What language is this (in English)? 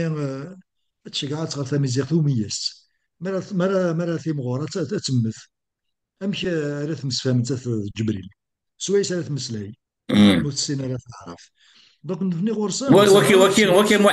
Kabyle